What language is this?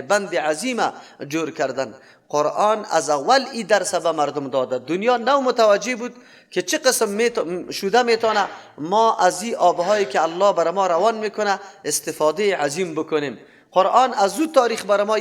Persian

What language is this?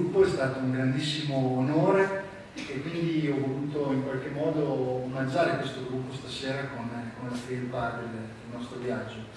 Italian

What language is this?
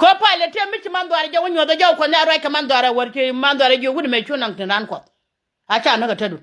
Nuer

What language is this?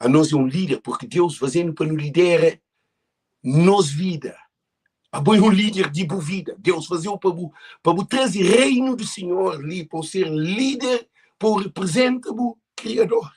Kabuverdianu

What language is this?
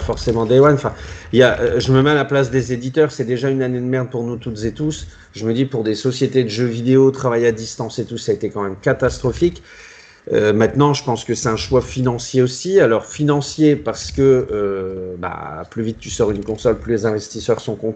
French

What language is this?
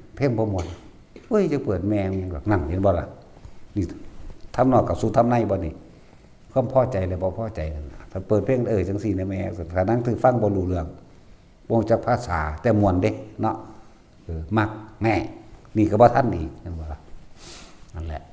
Northeastern Thai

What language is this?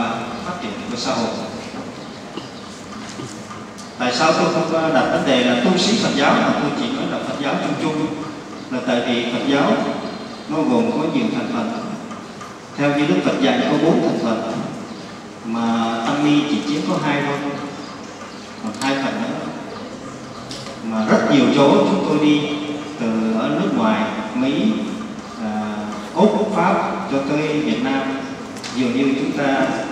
Vietnamese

